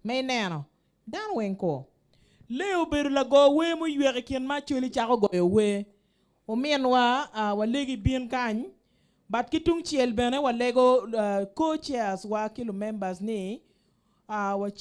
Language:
Acoli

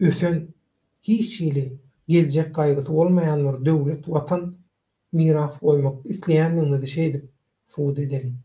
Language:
Turkmen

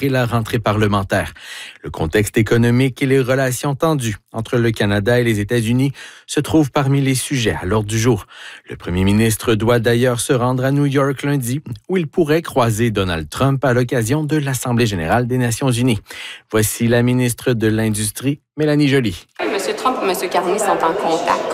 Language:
French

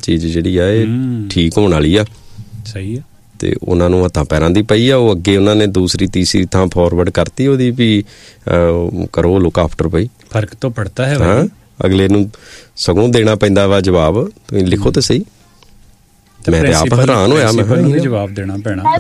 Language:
Punjabi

